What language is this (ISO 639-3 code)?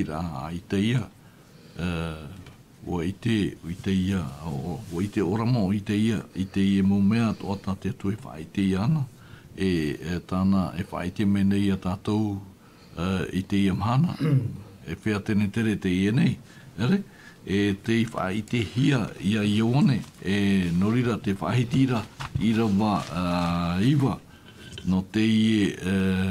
tah